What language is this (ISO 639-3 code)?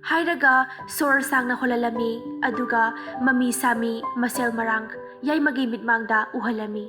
mni